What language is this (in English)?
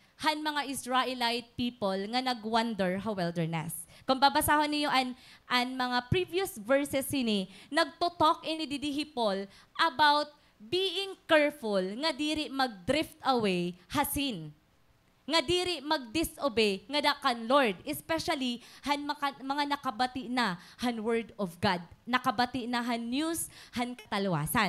Waray